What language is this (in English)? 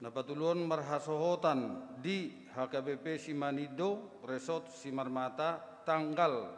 Batak Toba